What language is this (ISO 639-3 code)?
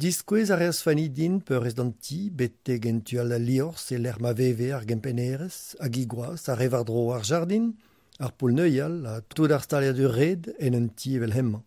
bre